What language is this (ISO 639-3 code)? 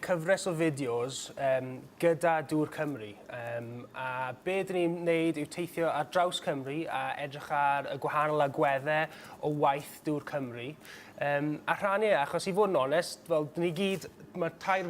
cym